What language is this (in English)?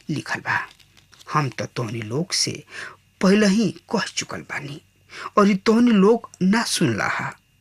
Bhojpuri